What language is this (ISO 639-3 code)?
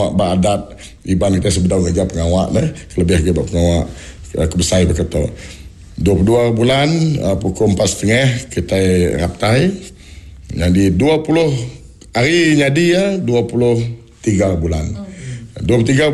iba